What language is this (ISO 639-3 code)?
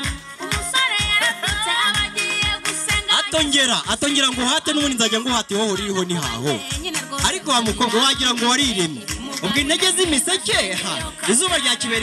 kin